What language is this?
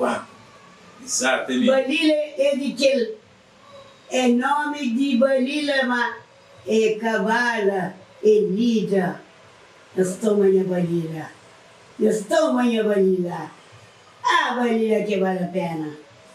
Kabuverdianu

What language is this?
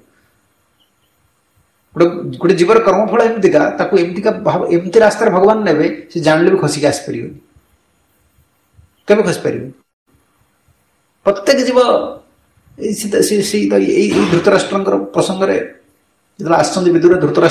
Odia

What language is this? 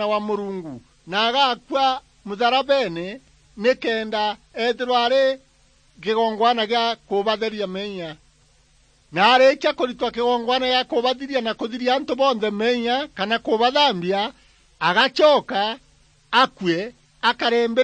Meru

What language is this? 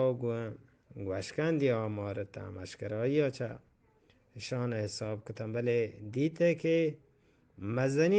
Eastern Balochi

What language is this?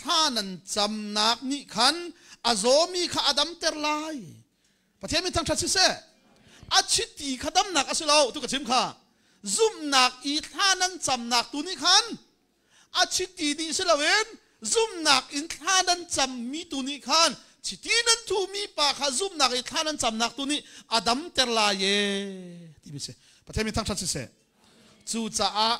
Hakha Chin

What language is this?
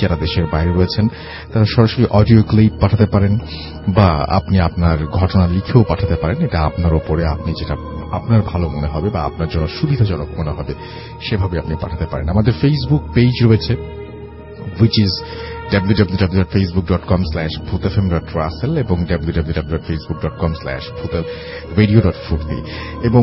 Bangla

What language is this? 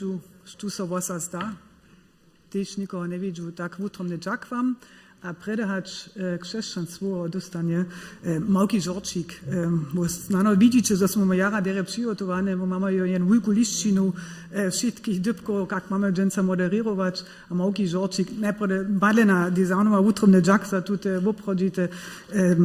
Upper Sorbian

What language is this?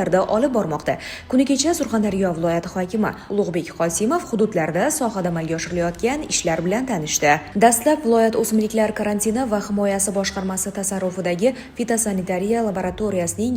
Uzbek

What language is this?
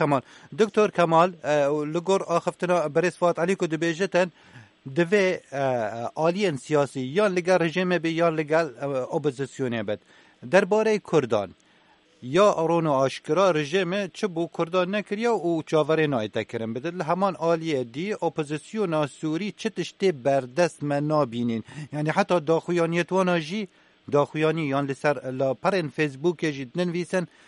Kurdish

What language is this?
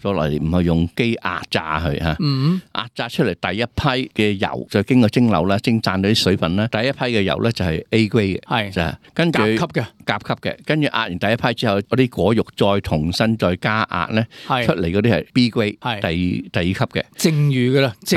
Cantonese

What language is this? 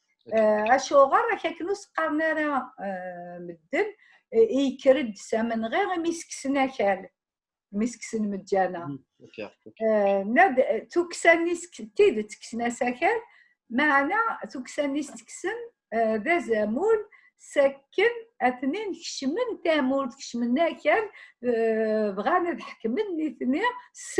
Kabyle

